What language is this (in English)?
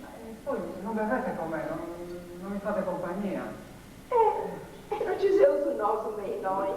Sardinian